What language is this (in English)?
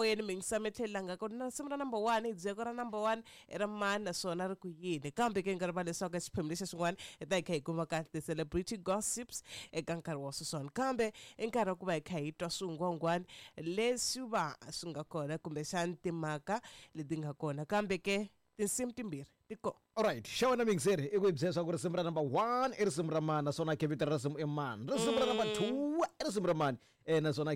Tsonga